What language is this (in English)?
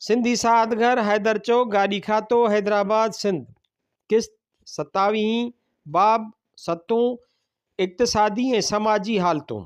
Sindhi